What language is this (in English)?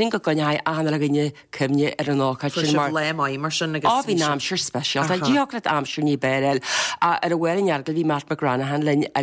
Irish